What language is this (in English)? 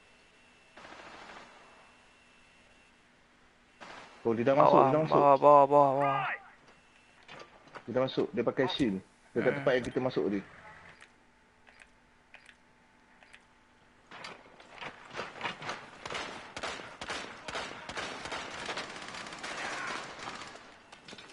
Malay